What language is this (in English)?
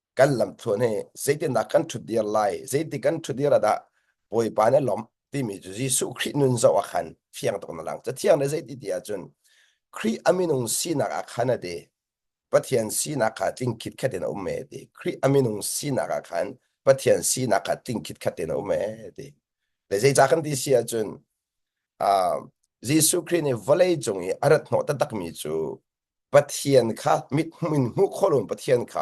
Hakha Chin